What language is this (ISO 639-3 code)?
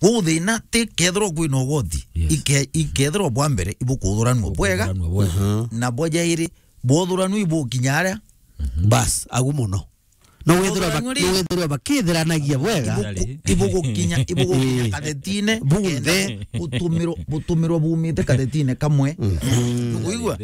mer